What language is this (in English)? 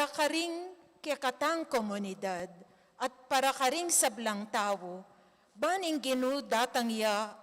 Pampanga